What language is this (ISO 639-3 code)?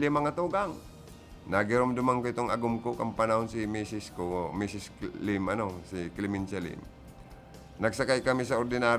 bik